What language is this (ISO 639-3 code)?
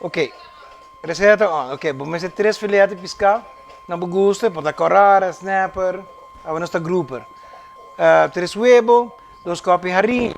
pap